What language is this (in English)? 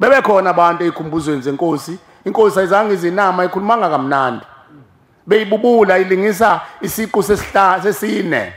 Zulu